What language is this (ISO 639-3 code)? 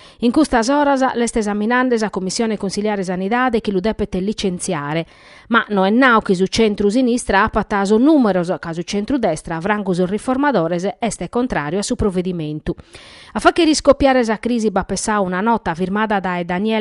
srd